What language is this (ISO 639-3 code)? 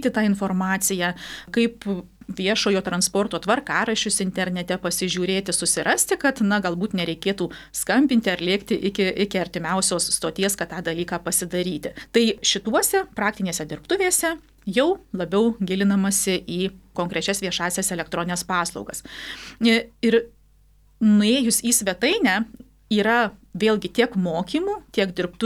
lit